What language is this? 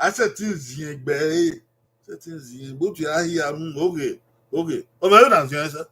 Bini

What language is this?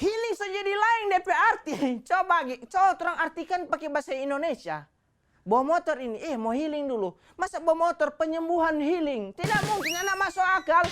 Manado Malay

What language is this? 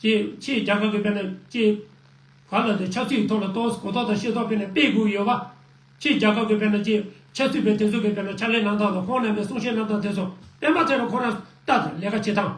Tibetan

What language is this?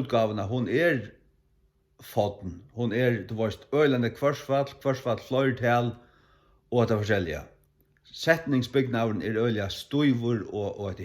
Faroese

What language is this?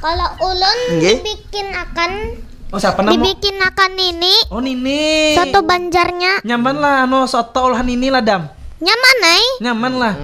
Banjar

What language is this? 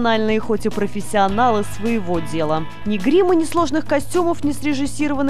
Russian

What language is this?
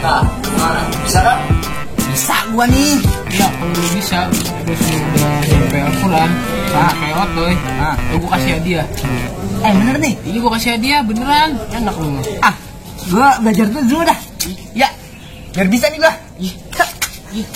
Betawi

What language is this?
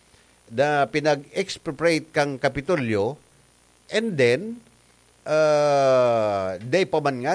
Bikol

